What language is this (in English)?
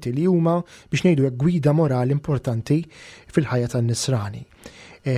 Maltese